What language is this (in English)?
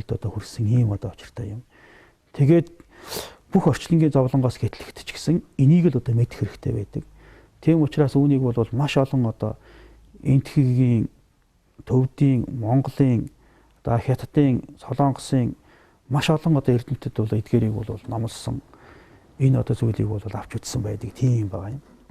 Mongolian